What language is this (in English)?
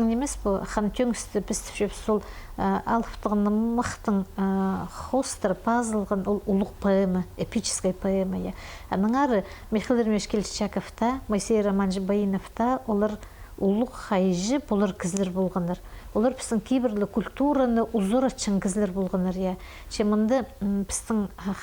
Khakas